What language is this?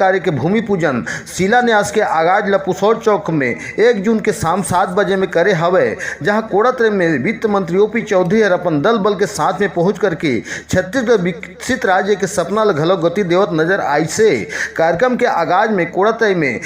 Chhattisgarhi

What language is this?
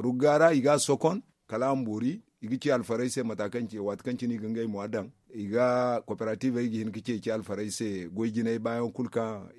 Zarma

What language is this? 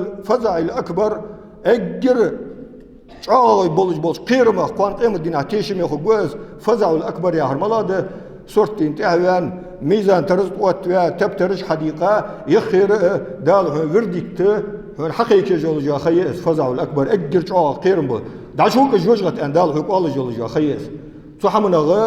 Ingush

